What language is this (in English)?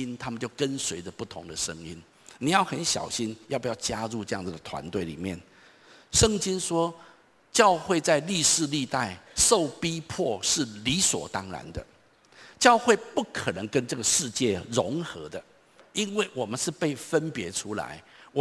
Chinese